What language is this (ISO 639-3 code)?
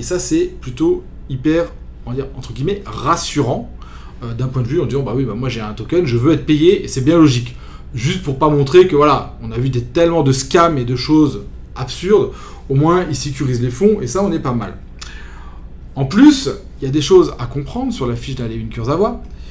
fra